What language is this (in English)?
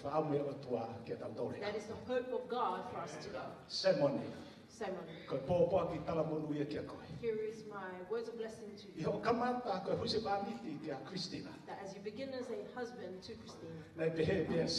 Tongan